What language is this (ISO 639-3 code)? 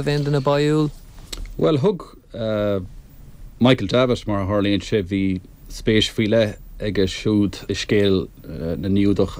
gle